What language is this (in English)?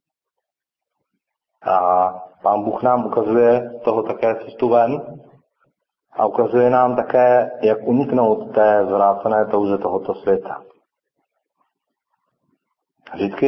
Czech